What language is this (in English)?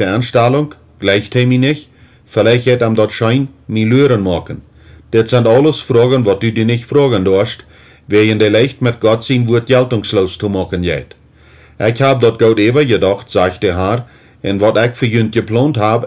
Plautdietsch